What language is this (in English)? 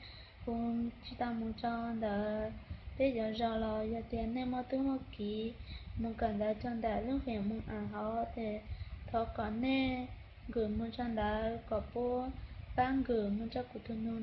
Hmong